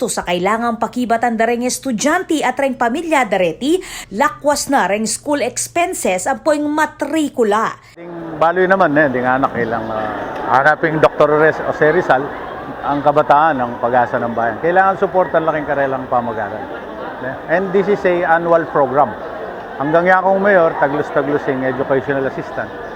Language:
Pampanga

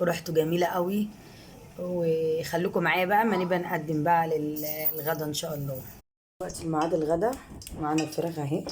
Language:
Egyptian Arabic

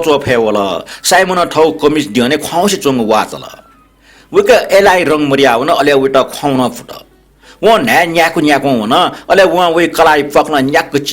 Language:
Newari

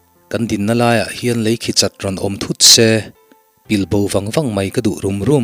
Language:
Mizo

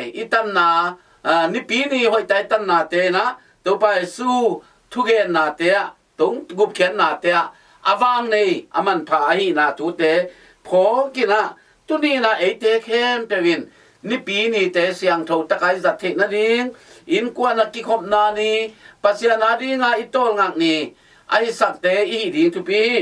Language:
Tedim Chin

